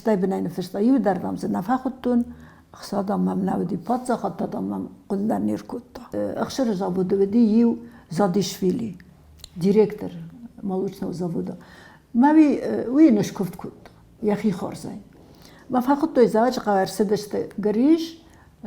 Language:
Ossetic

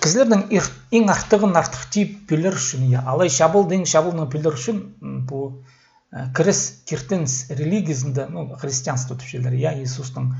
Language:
Khakas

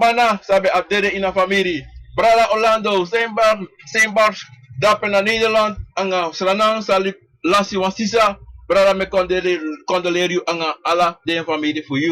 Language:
Sranan Tongo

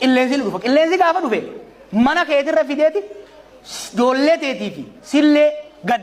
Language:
Oromo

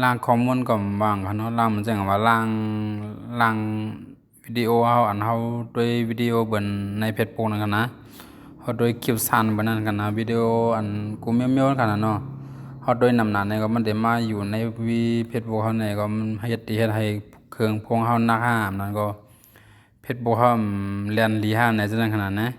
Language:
Shan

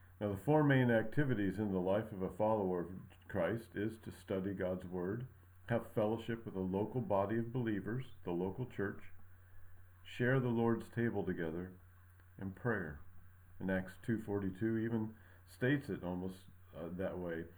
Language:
English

